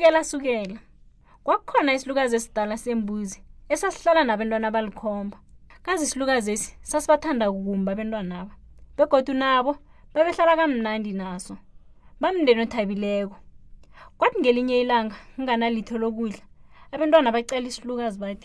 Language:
South Ndebele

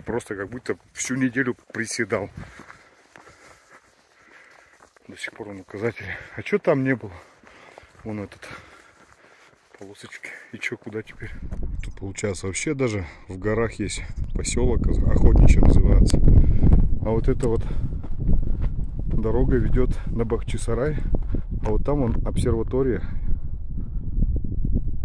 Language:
Russian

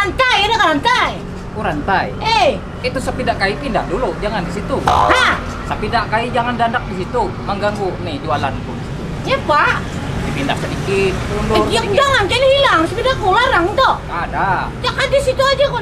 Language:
Banjar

